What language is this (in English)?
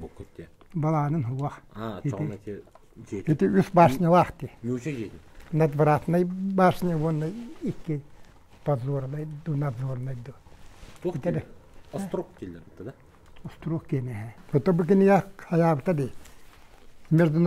Yakut